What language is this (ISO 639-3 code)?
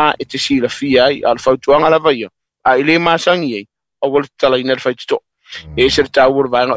smo